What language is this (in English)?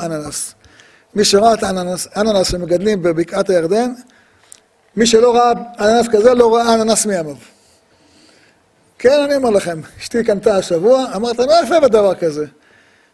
Hebrew